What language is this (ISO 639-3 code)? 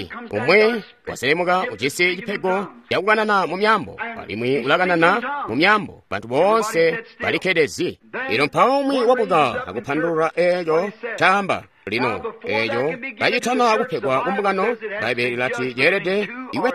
toi